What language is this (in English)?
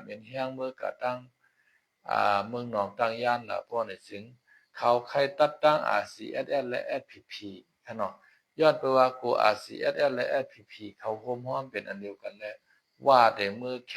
Shan